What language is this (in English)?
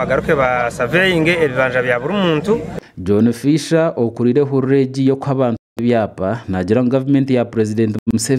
Nyankole